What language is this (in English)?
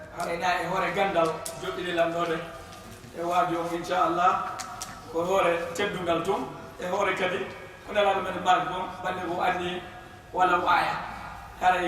Fula